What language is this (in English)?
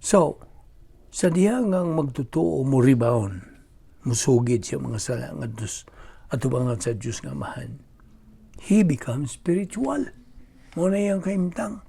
Cebuano